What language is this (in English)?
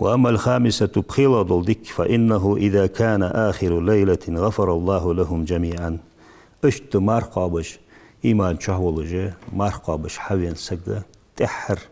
Ingush